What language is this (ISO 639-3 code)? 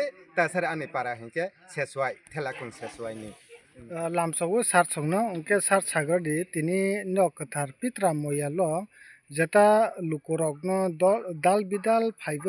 trp